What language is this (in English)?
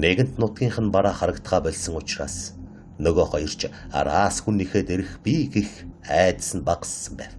Mongolian